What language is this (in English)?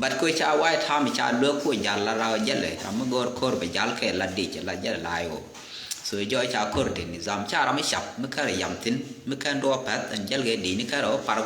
Nuer